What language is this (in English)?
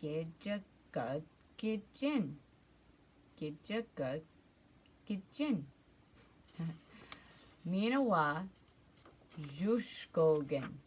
Ojibwa